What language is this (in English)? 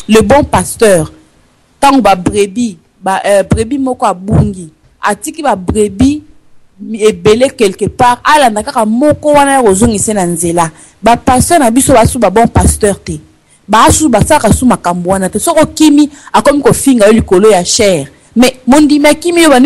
Lingala